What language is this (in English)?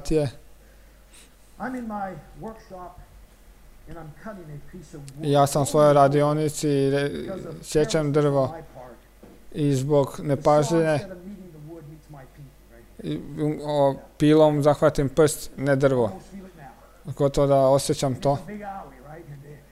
Croatian